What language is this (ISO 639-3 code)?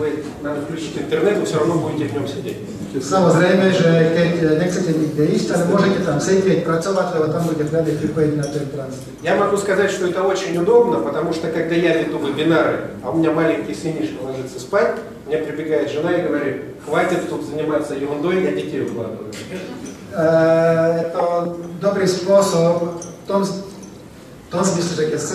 rus